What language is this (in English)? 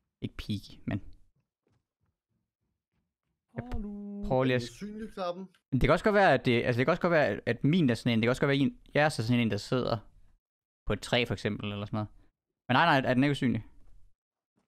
Danish